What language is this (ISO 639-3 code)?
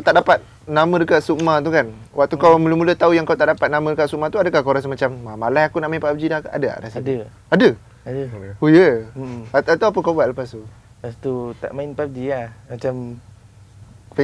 msa